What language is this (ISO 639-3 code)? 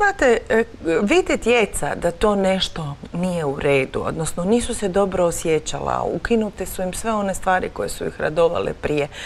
hrv